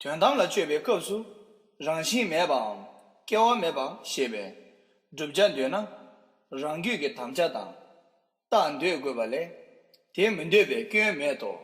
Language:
Tibetan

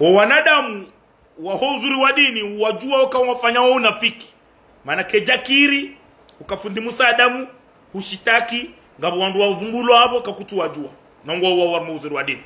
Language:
Ngazidja Comorian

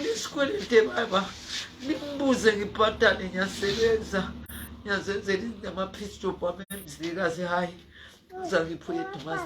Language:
North Ndebele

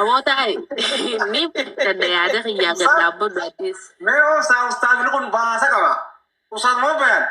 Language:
Oromo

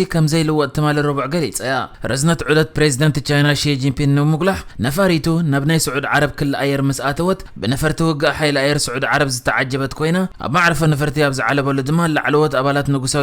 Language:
Tigrinya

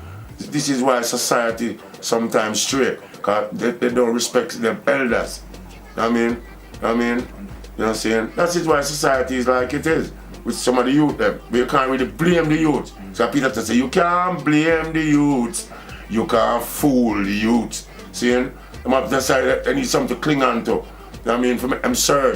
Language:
Jamaican Creole English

